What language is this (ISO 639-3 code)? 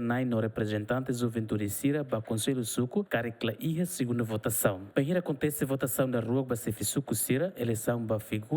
tet